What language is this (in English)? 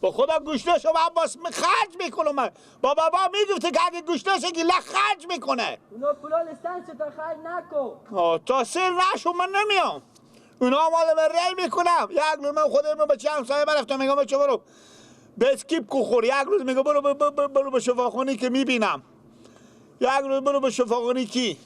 Persian